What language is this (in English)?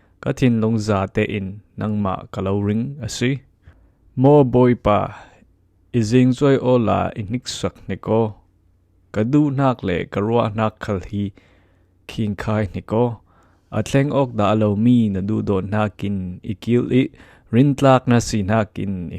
Falam Chin